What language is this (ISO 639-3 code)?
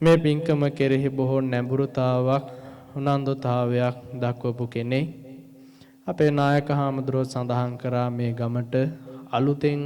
sin